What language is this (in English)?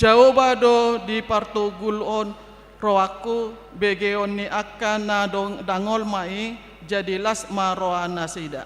Batak Toba